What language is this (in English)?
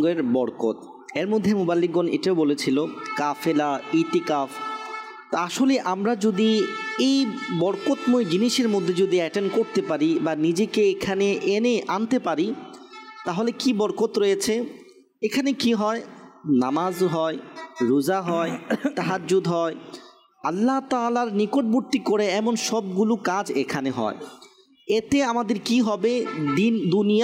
Bangla